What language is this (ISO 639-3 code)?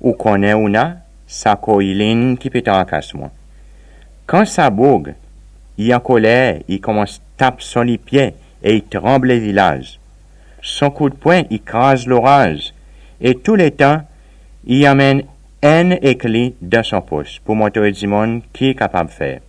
crs